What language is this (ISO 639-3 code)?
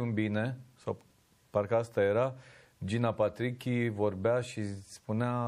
ron